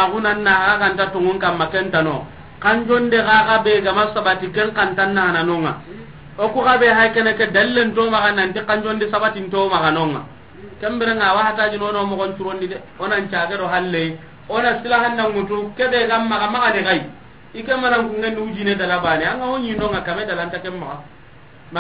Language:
Soninke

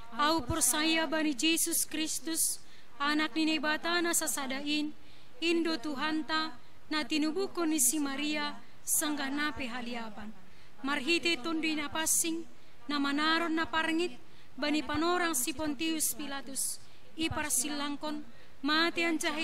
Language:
Batak Simalungun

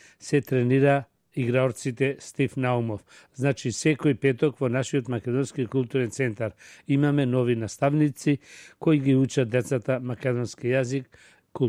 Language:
Macedonian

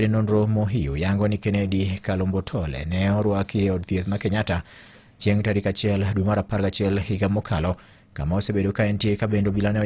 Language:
Luo (Kenya and Tanzania)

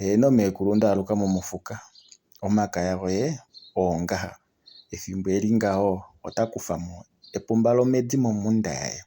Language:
Kuanyama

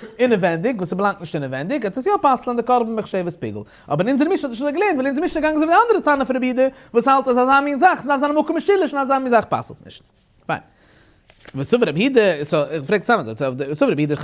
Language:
Yiddish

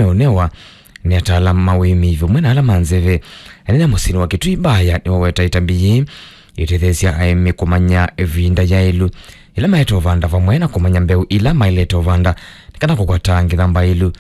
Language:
Kamba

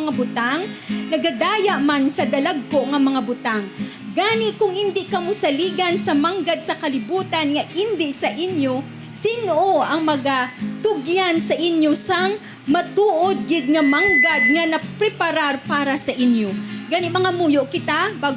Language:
Hiligaynon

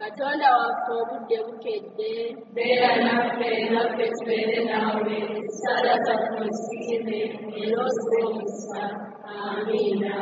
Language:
Ganda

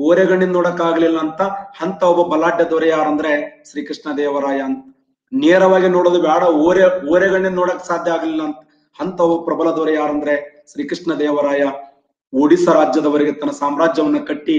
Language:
Kannada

